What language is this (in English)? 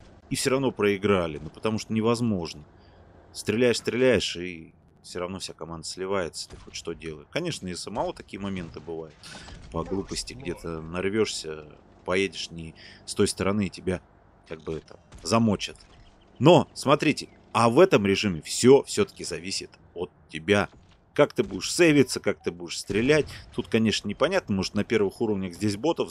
Russian